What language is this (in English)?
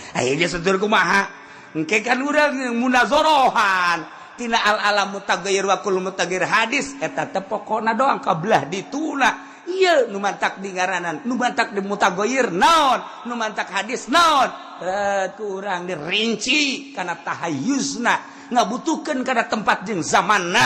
Sundanese